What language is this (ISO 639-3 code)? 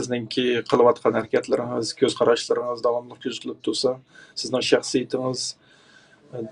uig